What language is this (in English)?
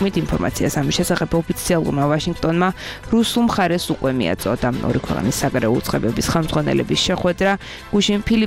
Georgian